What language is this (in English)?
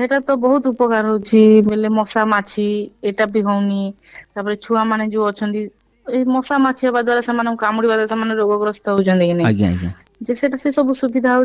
Odia